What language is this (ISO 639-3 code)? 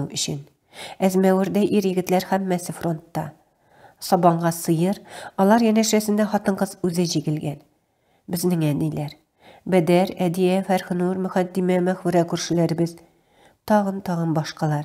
tat